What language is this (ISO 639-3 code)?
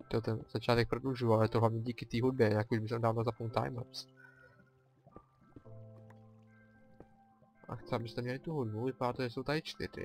ces